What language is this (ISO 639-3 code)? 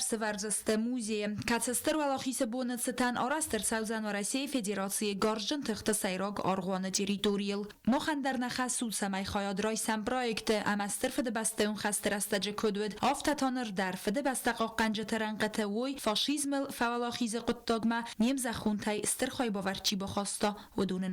oss